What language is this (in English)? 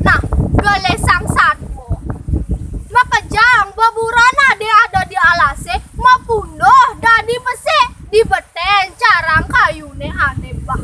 Balinese